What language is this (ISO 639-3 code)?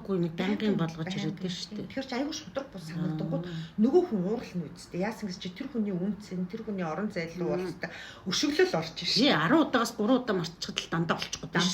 mon